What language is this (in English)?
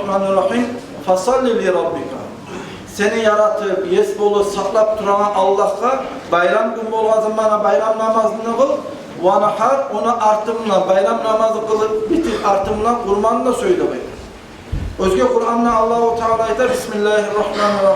Kumyk